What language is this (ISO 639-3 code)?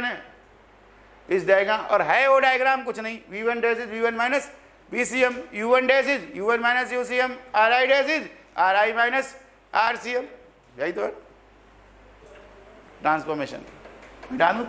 hin